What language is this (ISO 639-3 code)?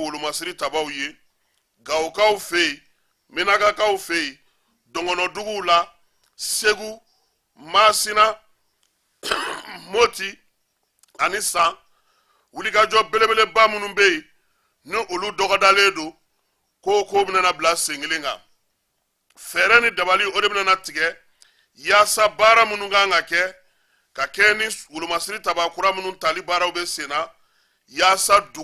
bam